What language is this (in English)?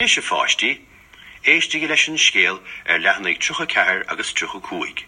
Irish